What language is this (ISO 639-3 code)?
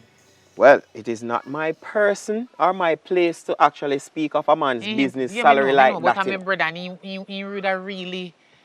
jam